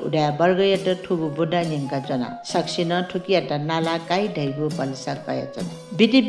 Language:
Newari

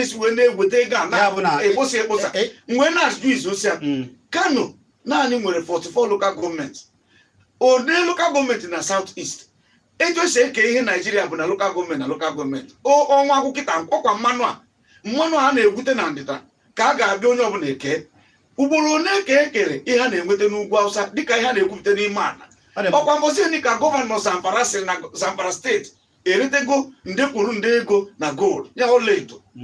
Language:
Igbo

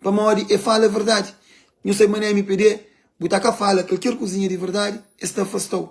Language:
Kabuverdianu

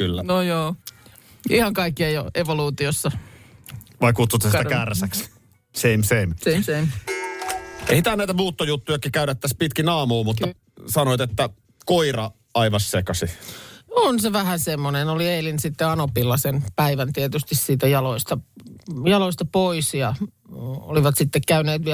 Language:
Finnish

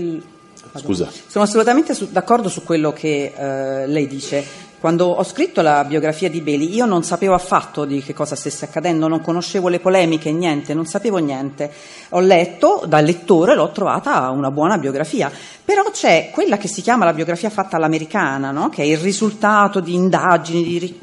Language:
Italian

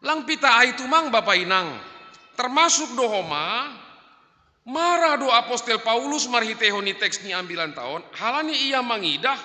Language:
Batak Simalungun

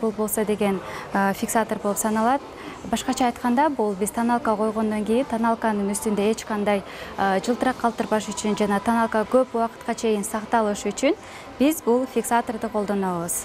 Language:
Kyrgyz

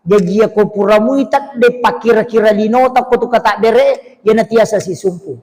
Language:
Buginese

